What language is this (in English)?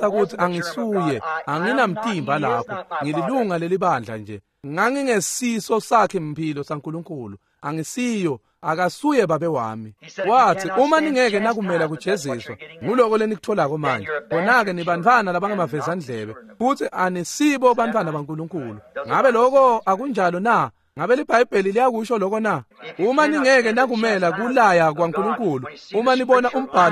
Swati